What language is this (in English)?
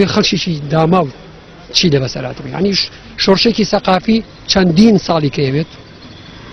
Central Kurdish